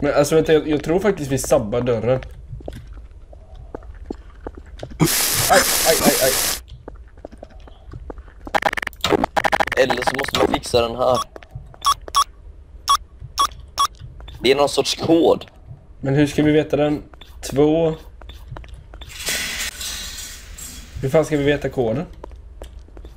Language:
Swedish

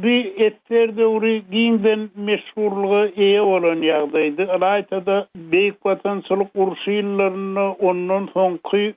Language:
Turkmen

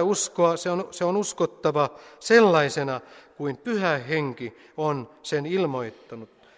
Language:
Finnish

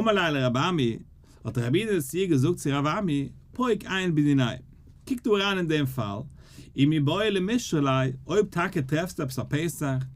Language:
Yiddish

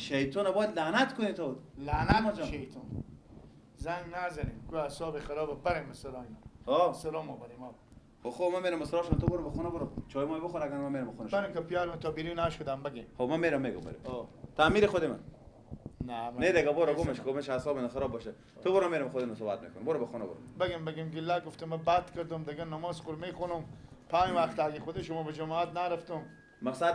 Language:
Persian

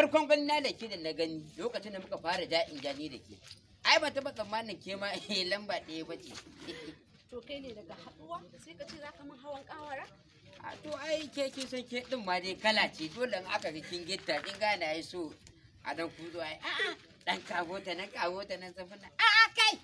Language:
Hausa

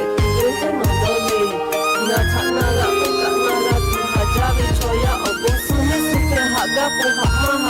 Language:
Lahu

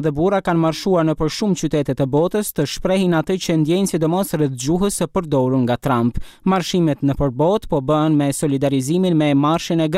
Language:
Albanian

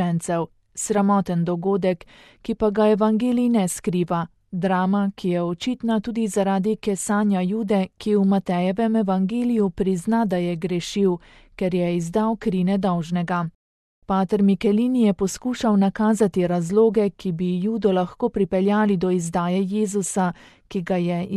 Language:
Slovenian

